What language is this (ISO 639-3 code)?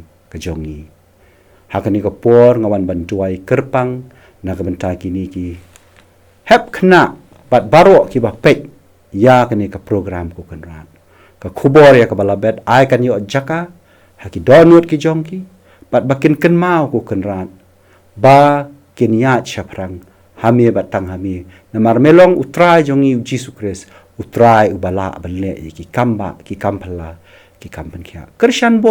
kha